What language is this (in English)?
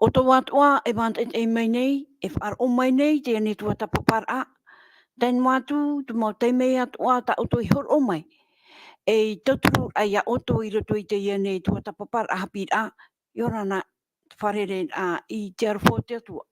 Tahitian